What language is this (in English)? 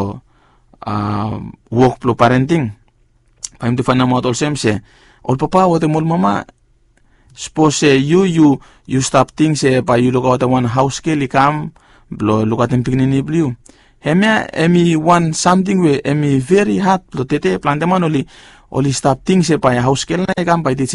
Bislama